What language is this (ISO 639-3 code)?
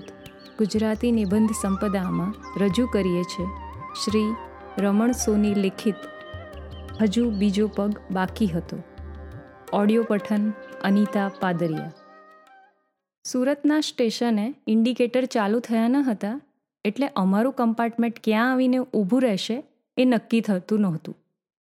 guj